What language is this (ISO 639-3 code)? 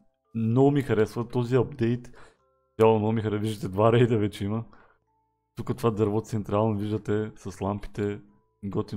bul